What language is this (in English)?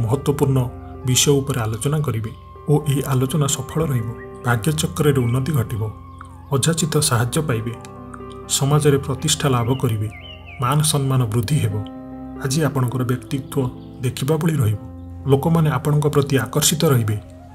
Odia